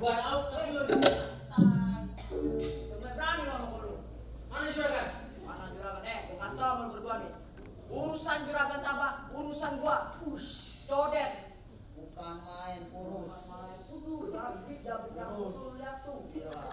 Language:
Betawi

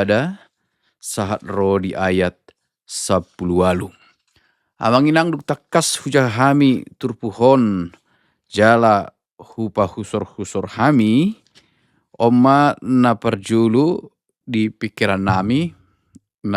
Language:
Batak Toba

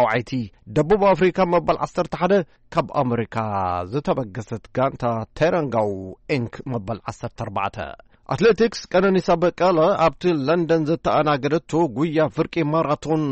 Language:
Tigrinya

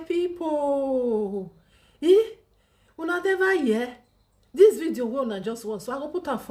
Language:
Nigerian Pidgin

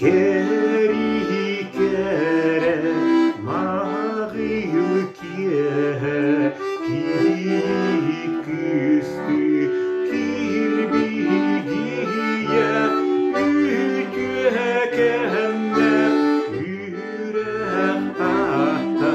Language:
Yakut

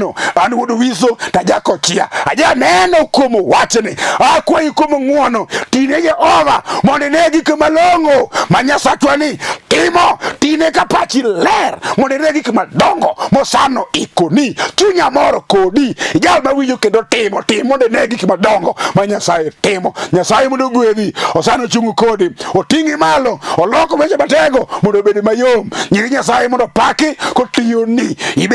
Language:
Luo (Kenya and Tanzania)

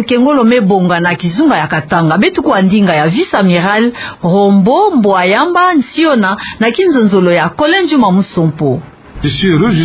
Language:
Kituba (Democratic Republic of Congo)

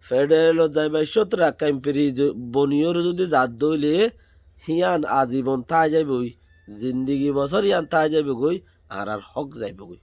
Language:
Rohingya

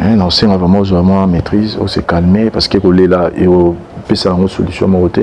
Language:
Lingala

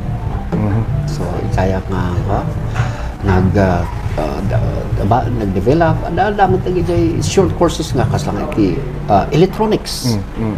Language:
Iloko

